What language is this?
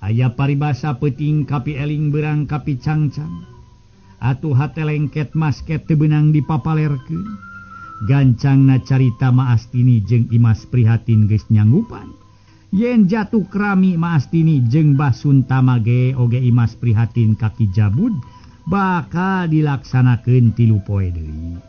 Sundanese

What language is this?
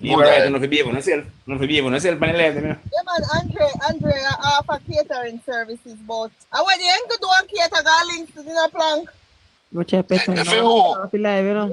Jamaican Creole English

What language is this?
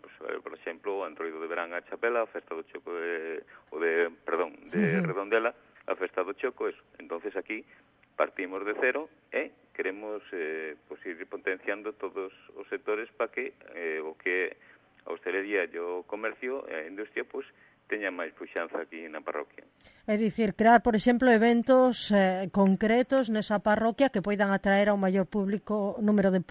Galician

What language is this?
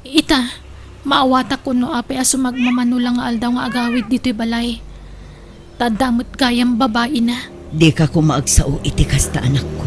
Iloko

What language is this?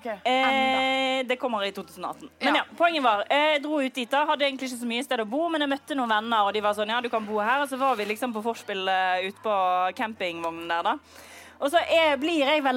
Norwegian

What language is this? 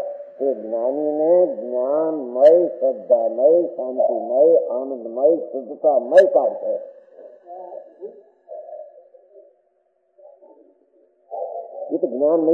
Gujarati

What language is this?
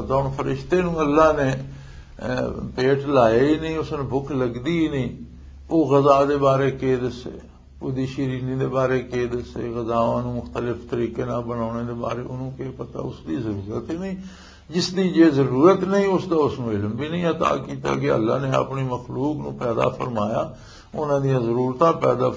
Western Panjabi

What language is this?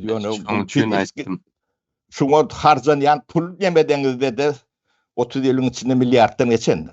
Turkmen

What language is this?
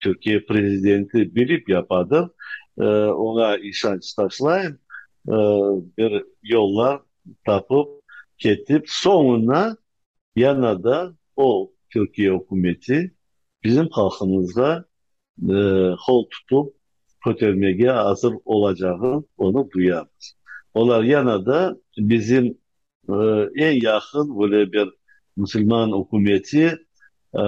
Crimean Tatar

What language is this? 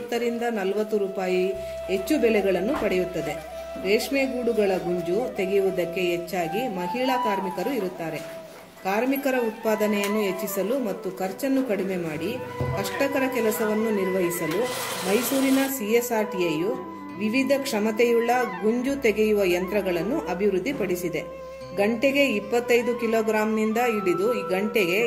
Kannada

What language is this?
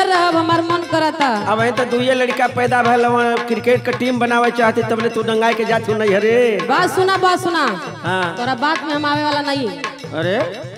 Bhojpuri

